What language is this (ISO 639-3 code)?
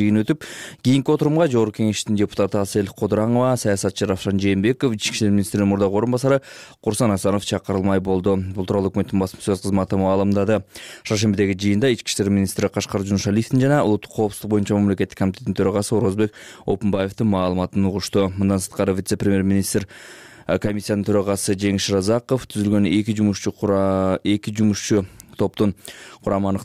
kir